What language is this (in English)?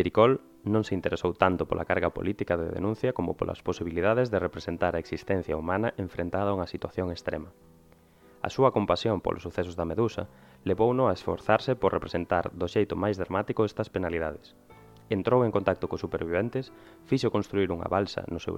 Galician